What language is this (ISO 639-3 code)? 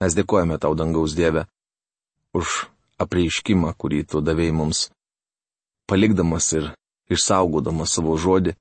lit